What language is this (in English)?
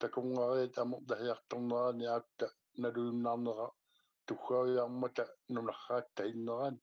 Kalaallisut